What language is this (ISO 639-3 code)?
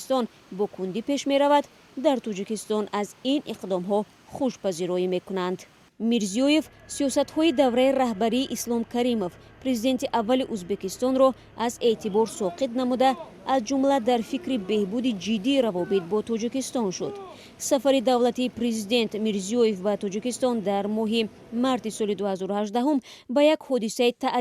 tgk